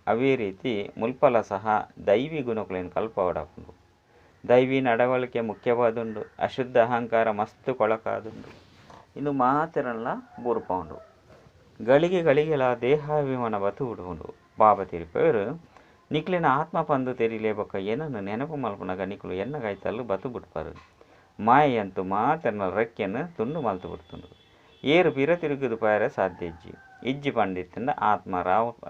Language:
Tulu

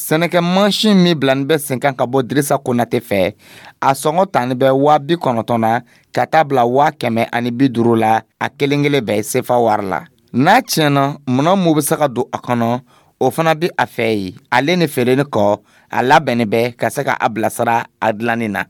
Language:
Dyula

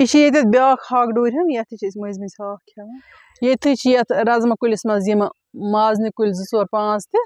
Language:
Kashmiri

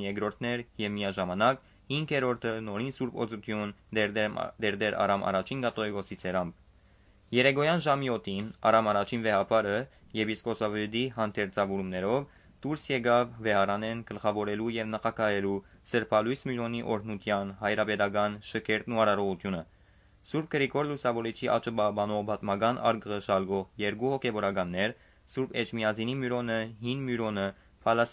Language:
Western Armenian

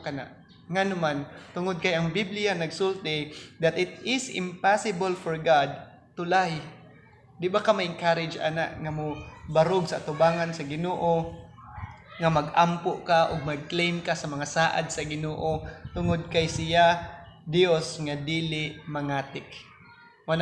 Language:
Cebuano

